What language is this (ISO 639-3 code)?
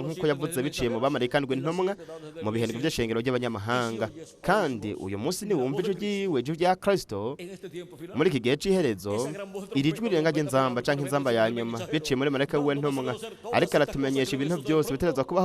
run